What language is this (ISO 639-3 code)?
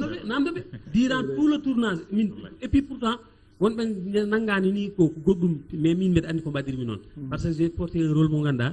ful